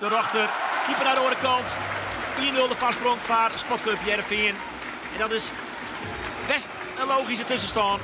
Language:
Western Frisian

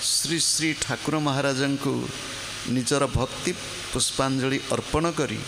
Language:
Odia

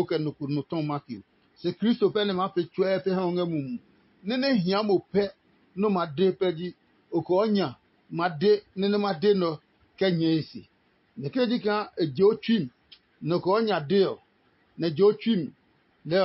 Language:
Adangme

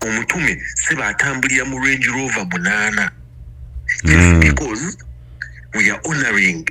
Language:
Ganda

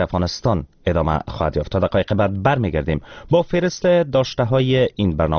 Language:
Persian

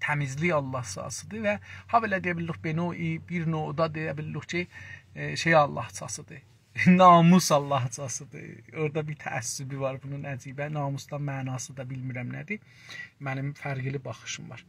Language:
South Azerbaijani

